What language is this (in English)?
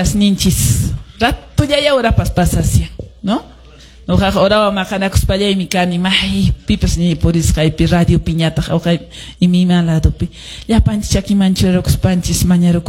Quechua